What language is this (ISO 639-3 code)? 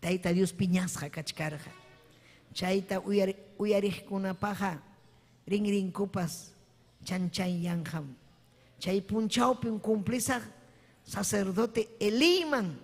quy